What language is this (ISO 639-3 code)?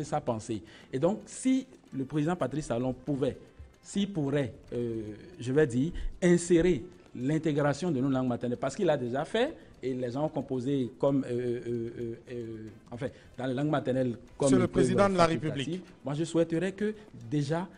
fra